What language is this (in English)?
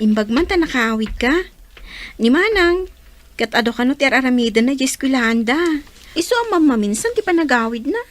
Iloko